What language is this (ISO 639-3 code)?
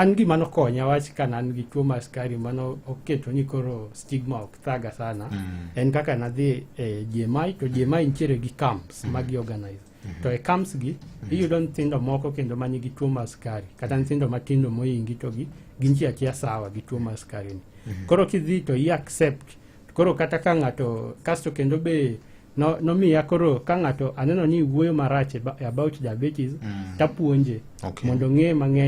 luo